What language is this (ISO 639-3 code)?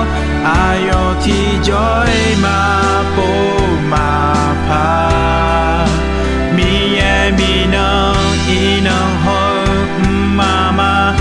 ahk